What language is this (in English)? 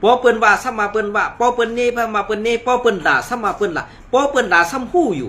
Shan